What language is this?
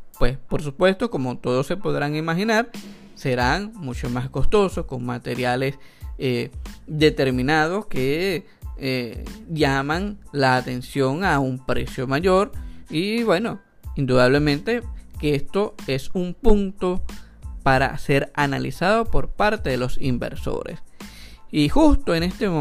Spanish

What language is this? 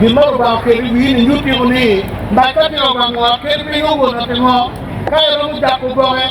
Acoli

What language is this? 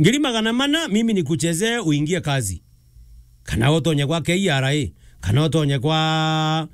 Meru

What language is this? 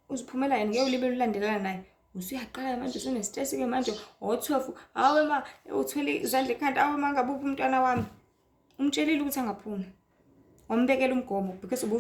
Zulu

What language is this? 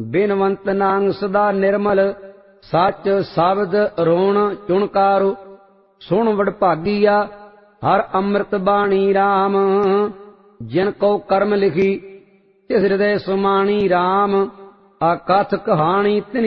Punjabi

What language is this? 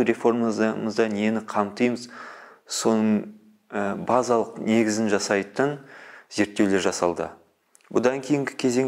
Kazakh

